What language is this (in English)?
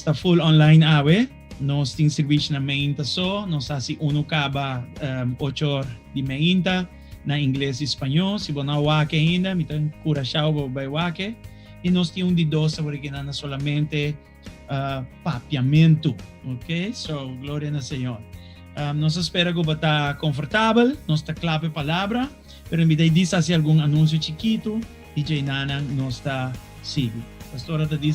Papiamento